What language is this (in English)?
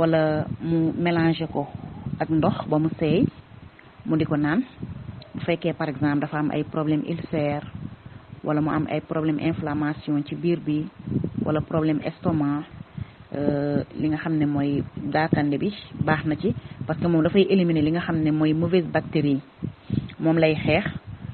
Wolof